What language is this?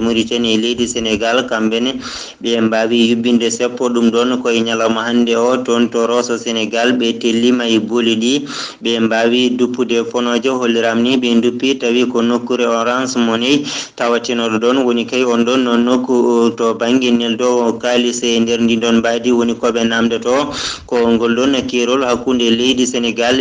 Fula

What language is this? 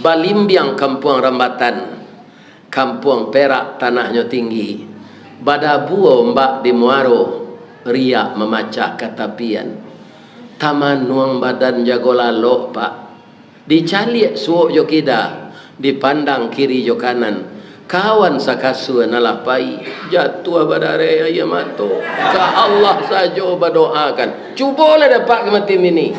Minangkabau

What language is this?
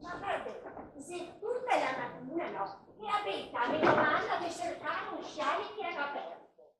Venetian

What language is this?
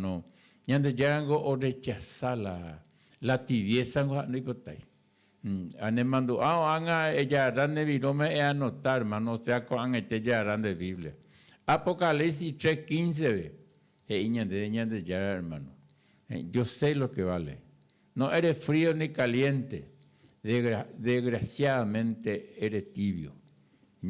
Guarani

